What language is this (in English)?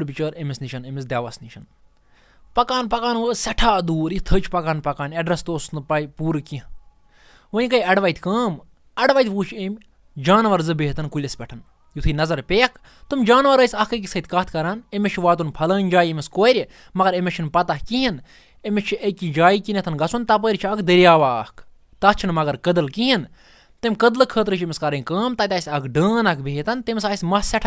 Kashmiri